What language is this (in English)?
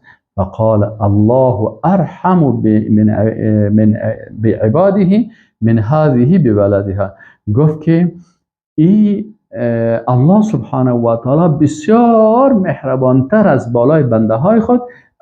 Persian